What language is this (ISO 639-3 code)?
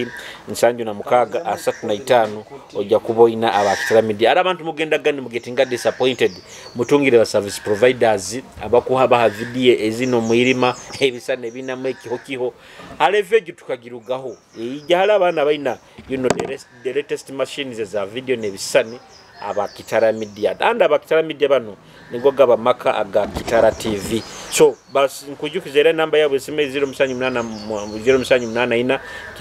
nyo